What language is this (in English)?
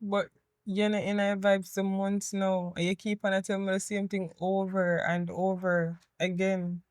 Jamaican Creole English